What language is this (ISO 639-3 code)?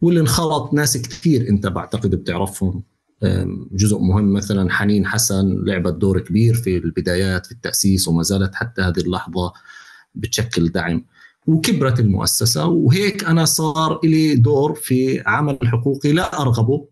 apc